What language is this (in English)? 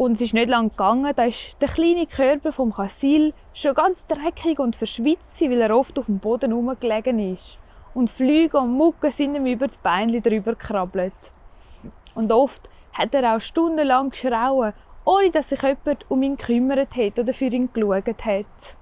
Swiss German